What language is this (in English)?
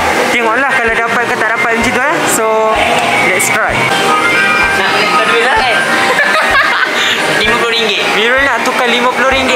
Malay